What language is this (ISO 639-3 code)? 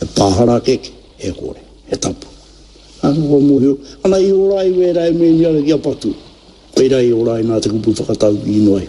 mri